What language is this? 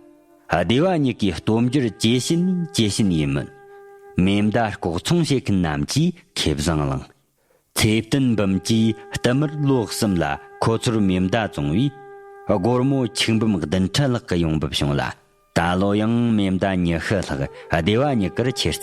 Tibetan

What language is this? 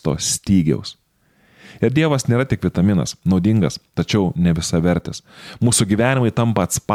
Lithuanian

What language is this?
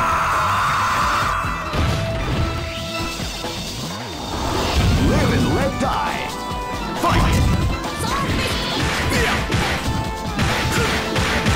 English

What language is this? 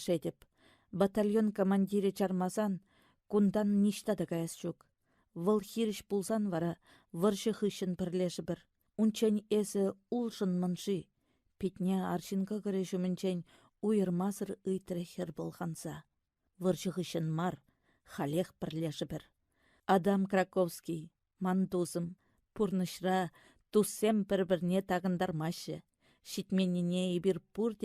Chuvash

